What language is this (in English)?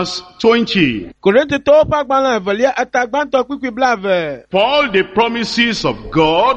Ewe